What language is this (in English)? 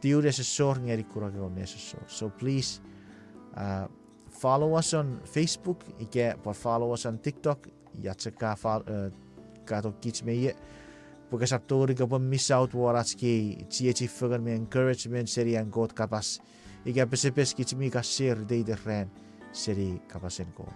Chuukese